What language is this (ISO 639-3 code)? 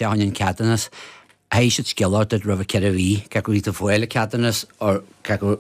gle